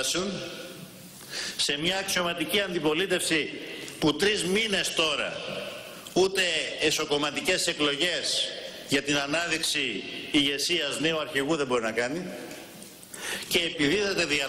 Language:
Greek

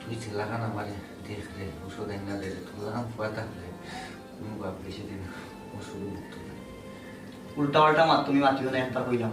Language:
Sylheti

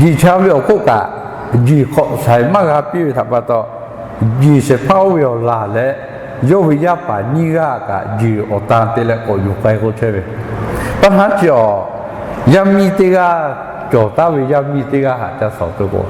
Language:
Lahu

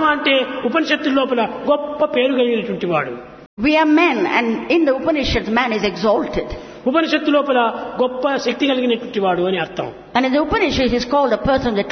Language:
Telugu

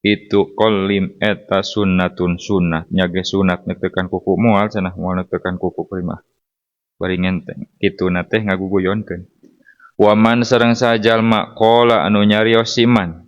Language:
Sundanese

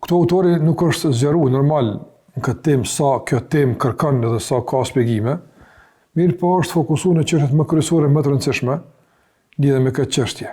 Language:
Albanian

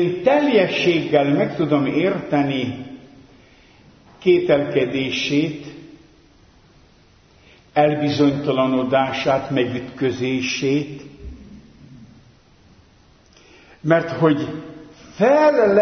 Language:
Hungarian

